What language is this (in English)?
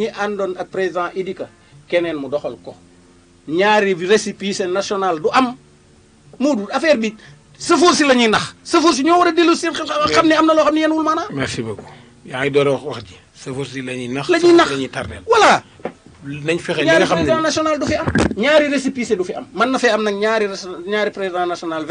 Wolof